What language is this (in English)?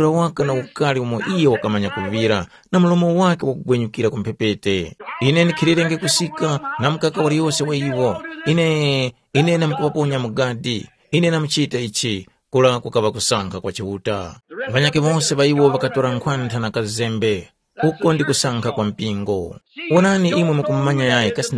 Tumbuka